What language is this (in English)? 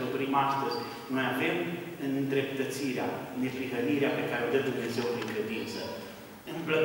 Romanian